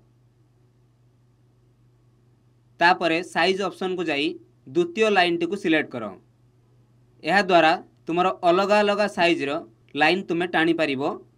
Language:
Odia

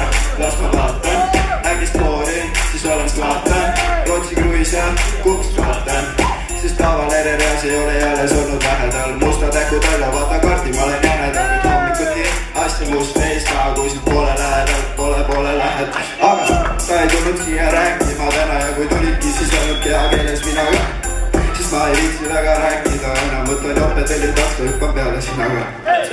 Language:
Estonian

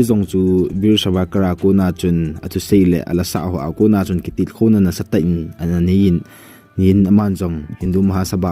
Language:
Thado Chin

